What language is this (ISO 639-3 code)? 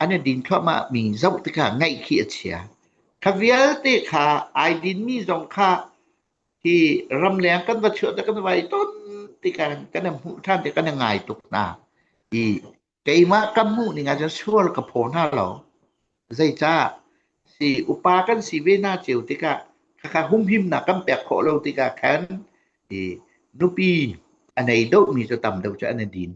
cnh